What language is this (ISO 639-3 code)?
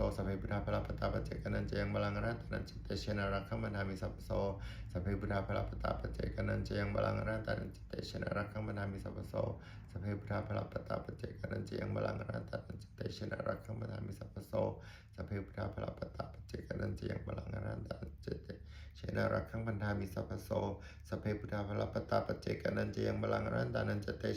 pli